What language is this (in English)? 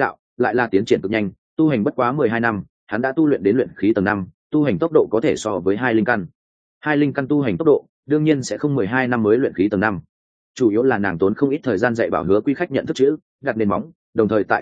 Vietnamese